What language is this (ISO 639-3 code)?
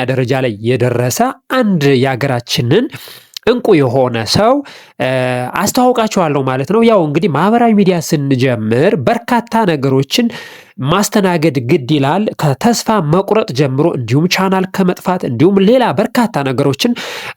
amh